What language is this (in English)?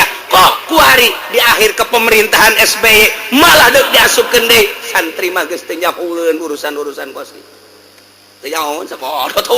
Sundanese